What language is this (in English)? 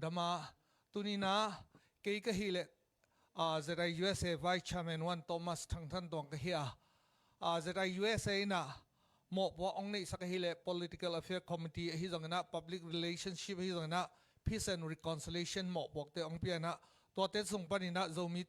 Tedim Chin